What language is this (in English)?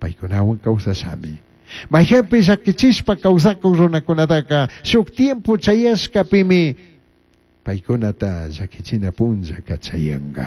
Chimborazo Highland Quichua